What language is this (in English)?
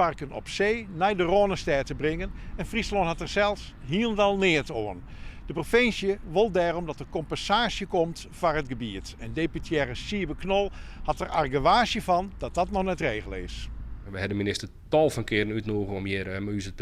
Western Frisian